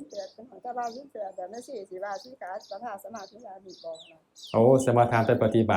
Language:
Northeastern Thai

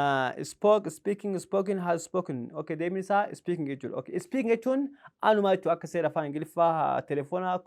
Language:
Oromo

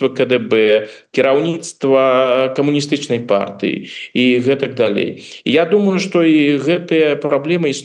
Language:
Belarusian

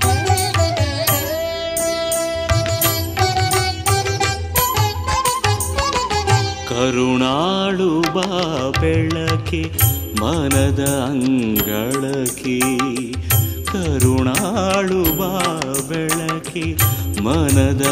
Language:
Kannada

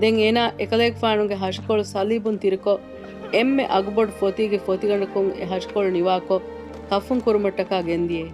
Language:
Divehi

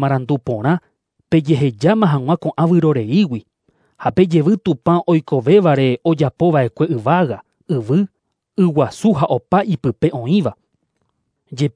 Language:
Guarani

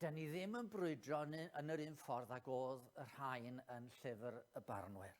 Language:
Welsh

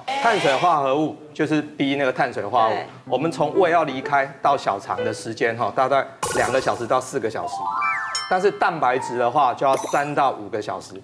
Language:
Chinese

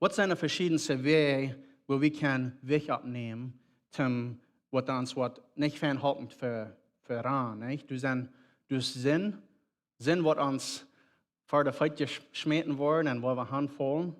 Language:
Plautdietsch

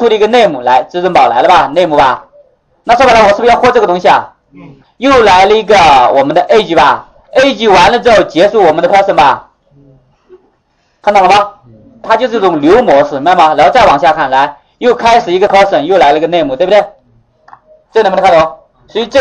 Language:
Chinese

